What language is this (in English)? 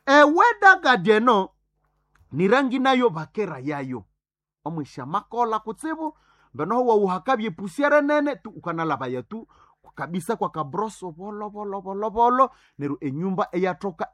Nande